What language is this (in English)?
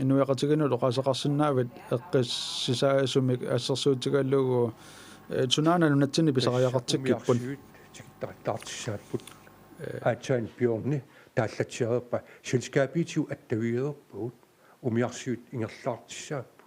Kalaallisut